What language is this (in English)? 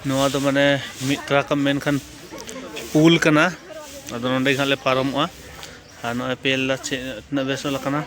Santali